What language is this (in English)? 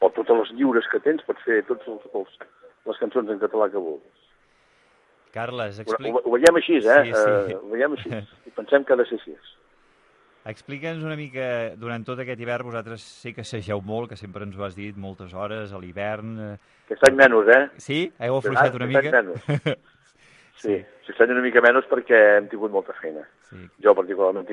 Catalan